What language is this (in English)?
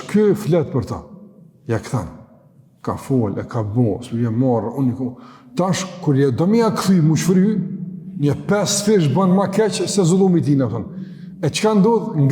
Albanian